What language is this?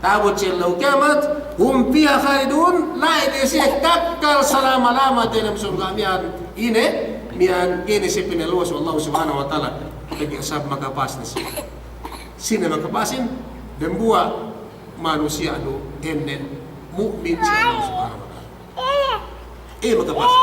Yakan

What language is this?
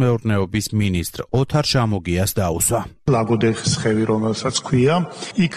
Georgian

